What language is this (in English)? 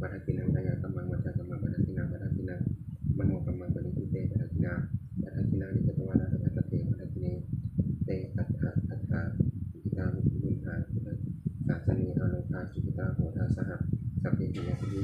Pali